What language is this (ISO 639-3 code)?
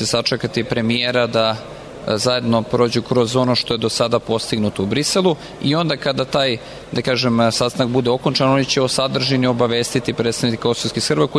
srp